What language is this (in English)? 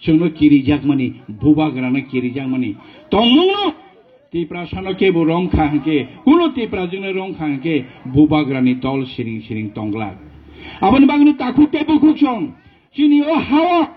Kok Borok